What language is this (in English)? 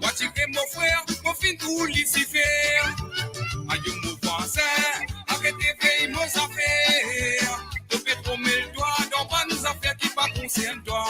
Morisyen